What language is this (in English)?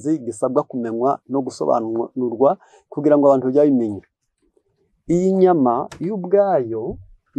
Kinyarwanda